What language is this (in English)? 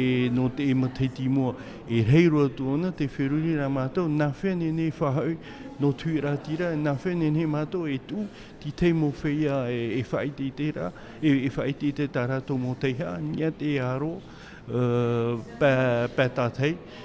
Tahitian